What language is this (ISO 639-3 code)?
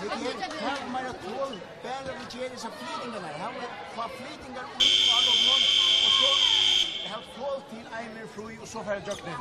fao